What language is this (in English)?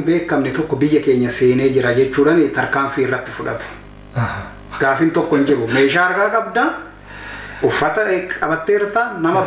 Oromo